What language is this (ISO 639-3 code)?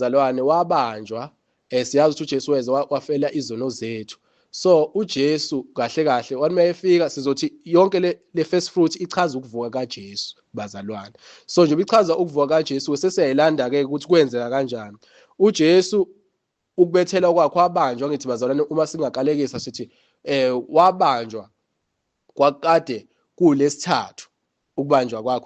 zul